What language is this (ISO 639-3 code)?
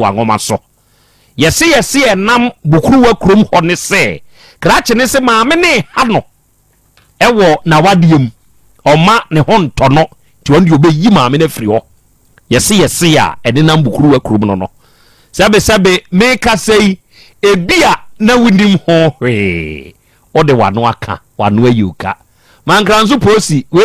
aka